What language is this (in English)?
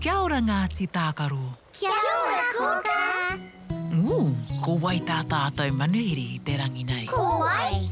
Māori